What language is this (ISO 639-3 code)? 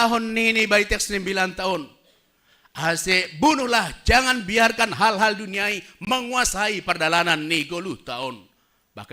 bts